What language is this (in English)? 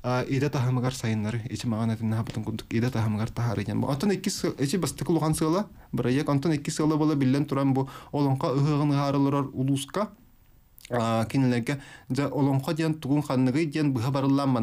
Yakut